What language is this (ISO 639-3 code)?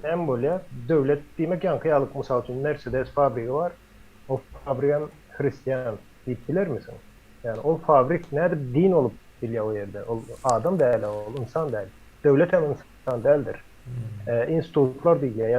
tuk